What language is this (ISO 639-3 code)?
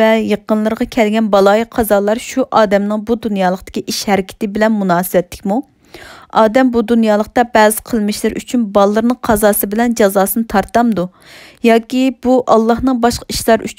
uig